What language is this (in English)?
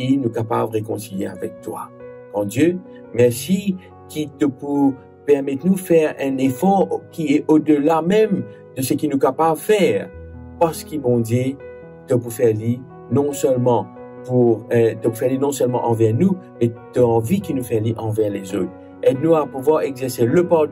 Morisyen